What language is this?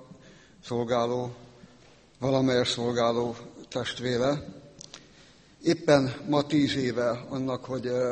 Hungarian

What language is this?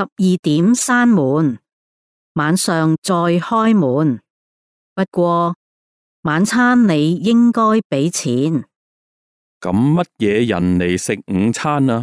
Cantonese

